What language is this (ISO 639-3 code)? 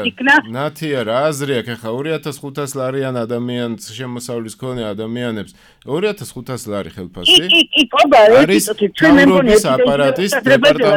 kat